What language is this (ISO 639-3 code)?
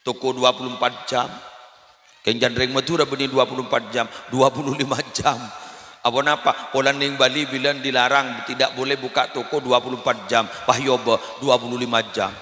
mad